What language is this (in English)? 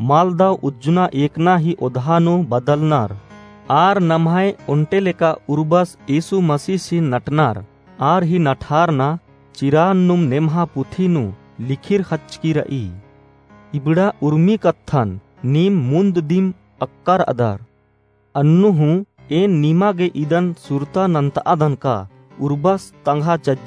Kurukh